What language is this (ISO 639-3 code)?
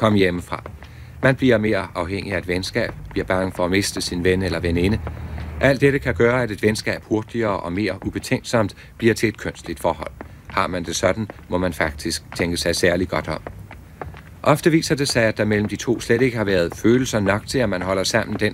dan